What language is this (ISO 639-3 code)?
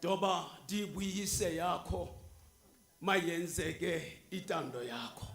tsn